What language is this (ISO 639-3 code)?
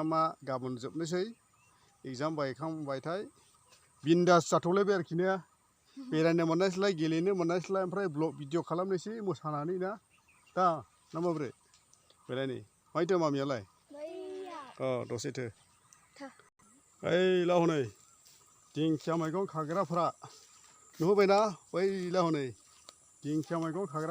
brx